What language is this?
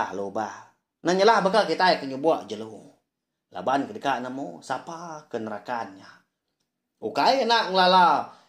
Iban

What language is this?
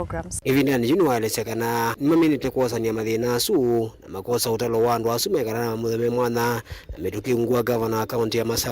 Kamba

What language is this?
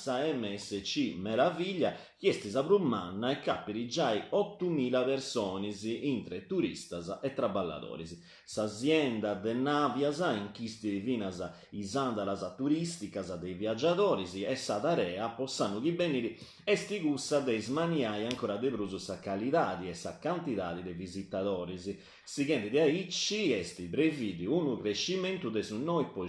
Sardinian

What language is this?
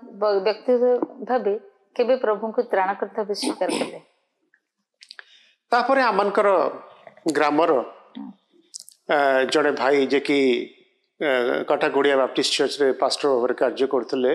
Odia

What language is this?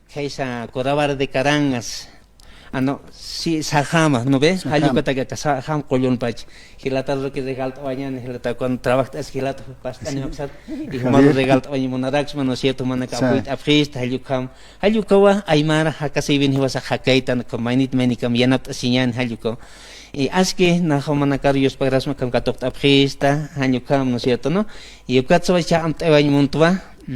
Aymara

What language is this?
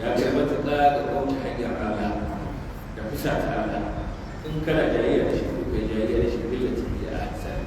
Hausa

